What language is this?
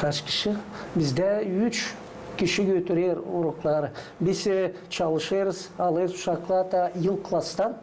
Gagauz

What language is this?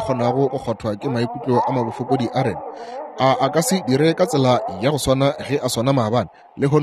Northern Sotho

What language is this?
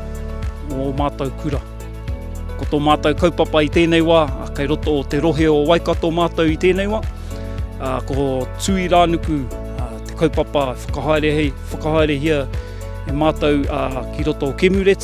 Māori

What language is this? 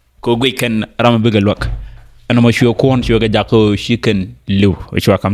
Nuer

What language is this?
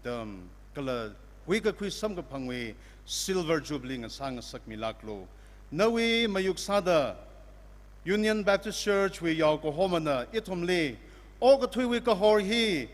Tangkhul Naga (India)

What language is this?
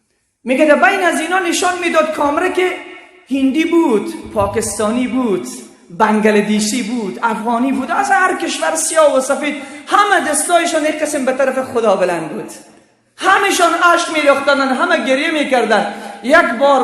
Persian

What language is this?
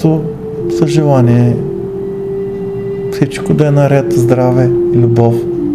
Bulgarian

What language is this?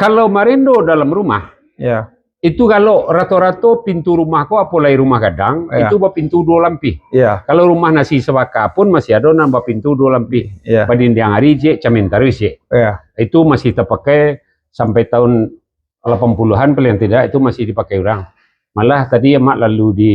Minangkabau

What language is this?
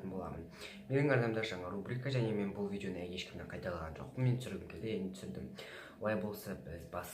Kazakh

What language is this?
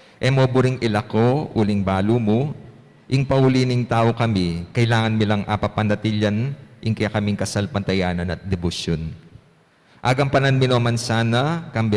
Pampanga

